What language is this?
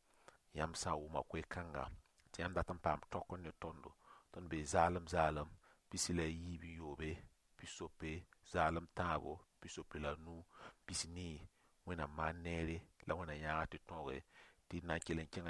Mossi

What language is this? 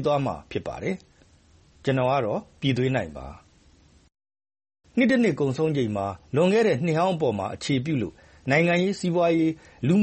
Burmese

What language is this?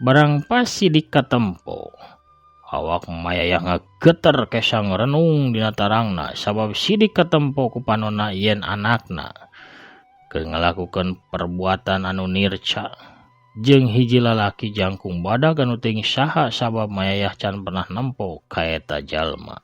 Sundanese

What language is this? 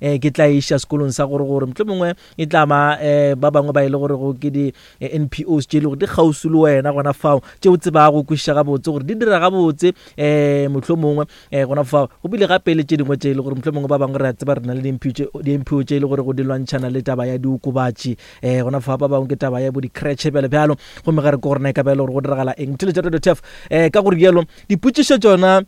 Northern Sotho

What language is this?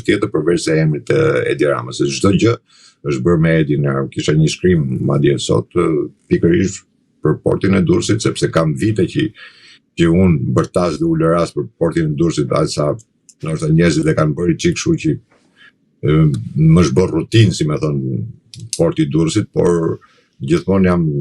Albanian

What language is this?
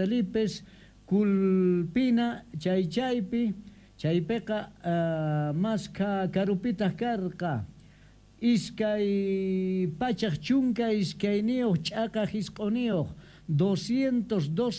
South Bolivian Quechua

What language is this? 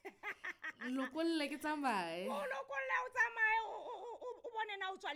Southern Sotho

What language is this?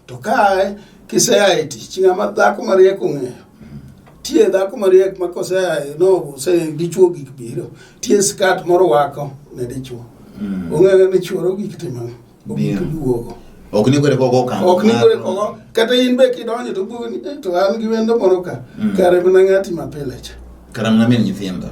Luo (Kenya and Tanzania)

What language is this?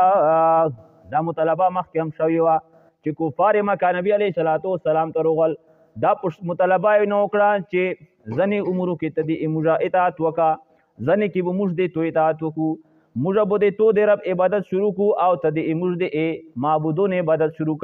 Pashto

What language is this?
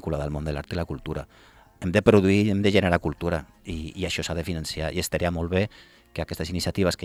Catalan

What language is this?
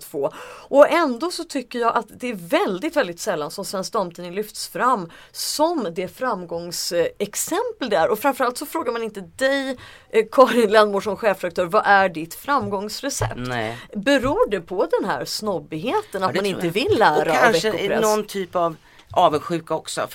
Swedish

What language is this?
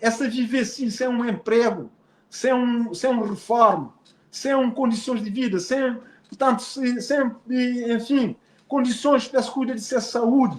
Kabuverdianu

